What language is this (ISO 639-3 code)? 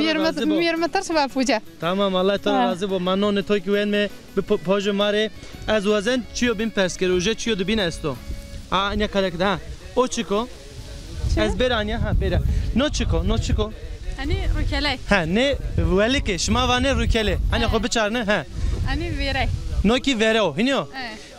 zza